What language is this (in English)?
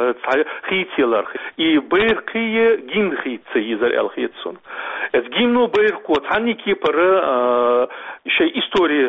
Chechen